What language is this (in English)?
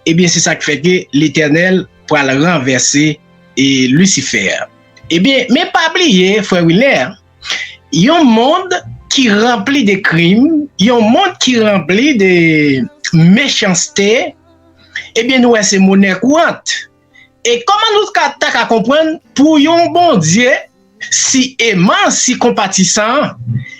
Haitian Creole